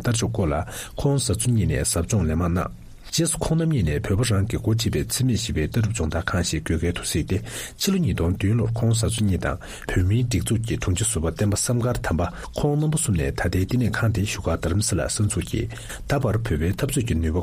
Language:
Tibetan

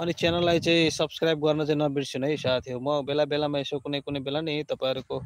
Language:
Nepali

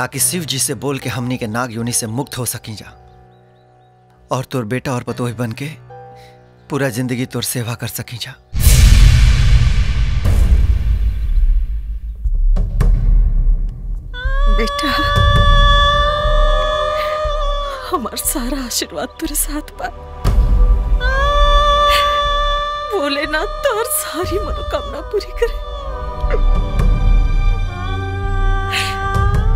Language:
Bhojpuri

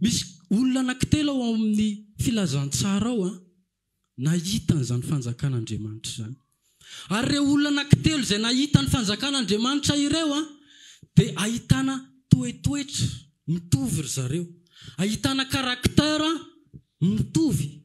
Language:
Malagasy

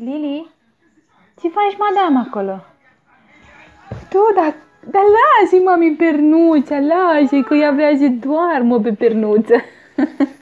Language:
Romanian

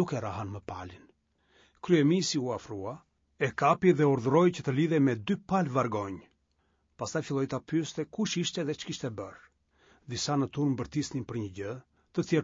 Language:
Albanian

